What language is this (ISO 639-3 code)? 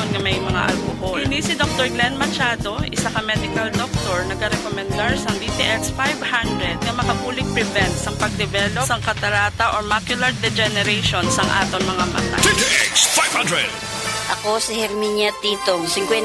hil